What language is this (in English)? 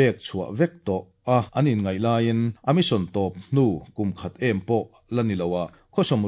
Mizo